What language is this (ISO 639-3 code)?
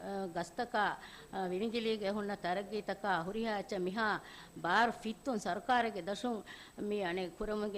div